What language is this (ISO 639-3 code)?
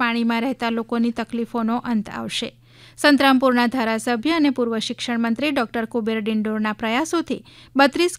guj